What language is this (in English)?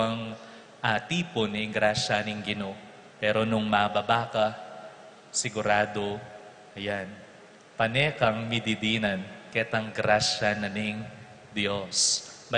Pampanga